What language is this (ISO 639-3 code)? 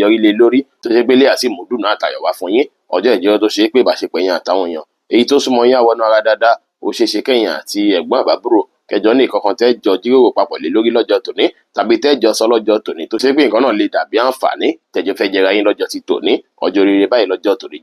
yor